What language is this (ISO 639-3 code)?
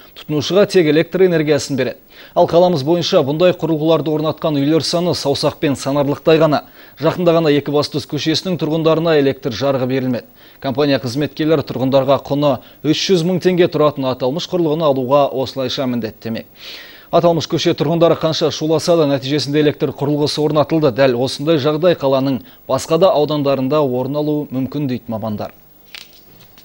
kaz